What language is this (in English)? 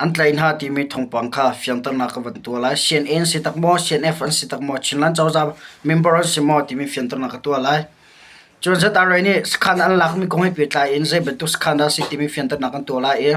Hakha Chin